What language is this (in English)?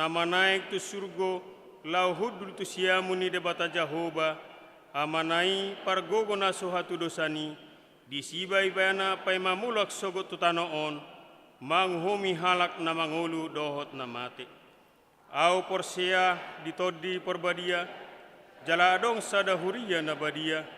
Batak Toba